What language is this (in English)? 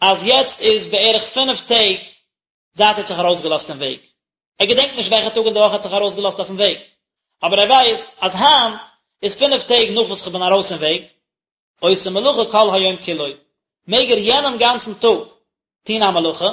Yiddish